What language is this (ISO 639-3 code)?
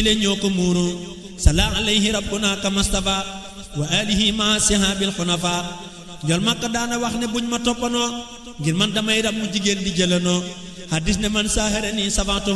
wol